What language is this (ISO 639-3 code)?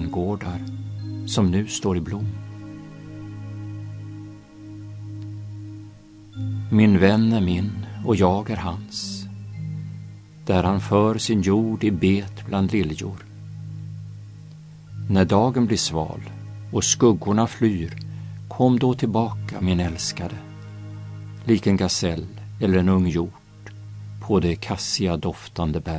swe